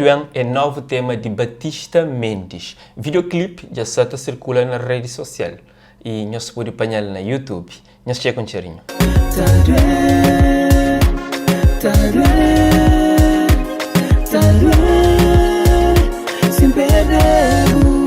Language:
Kabuverdianu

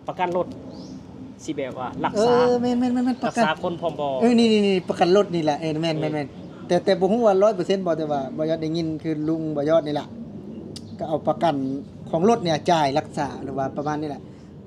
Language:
Lao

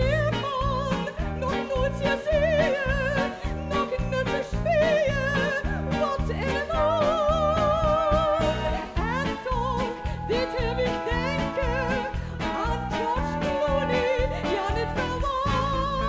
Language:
Limburgish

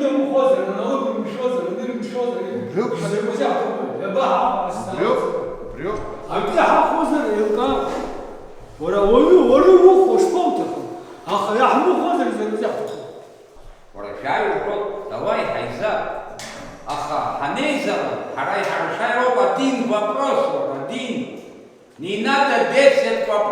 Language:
Abkhazian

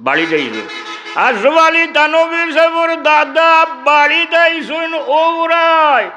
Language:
Sylheti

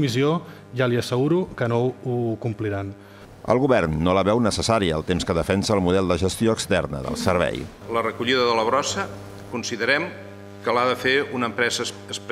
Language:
Catalan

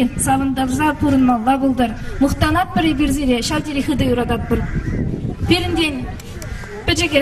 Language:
Chuvash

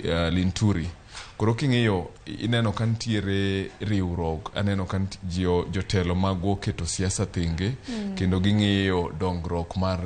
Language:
Luo (Kenya and Tanzania)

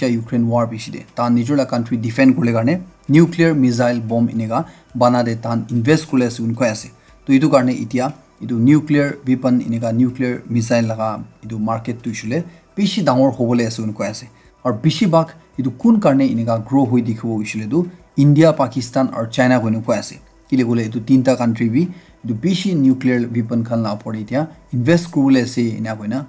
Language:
Naga Pidgin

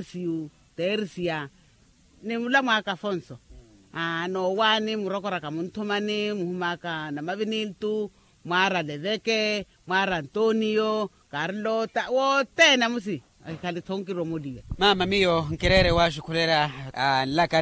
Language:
Makhuwa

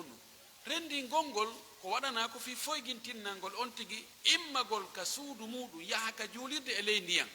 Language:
Pular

